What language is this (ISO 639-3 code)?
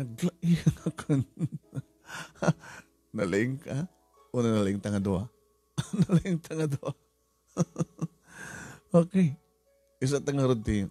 ilo